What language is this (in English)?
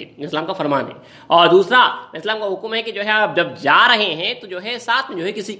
Urdu